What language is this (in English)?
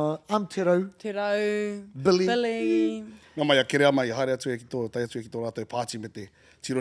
Māori